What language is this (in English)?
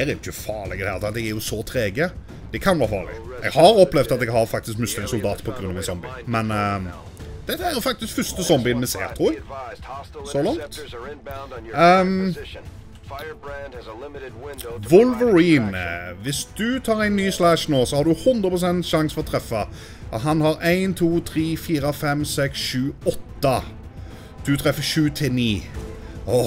Norwegian